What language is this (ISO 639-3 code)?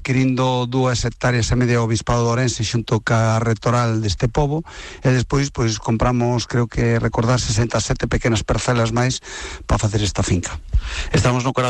glg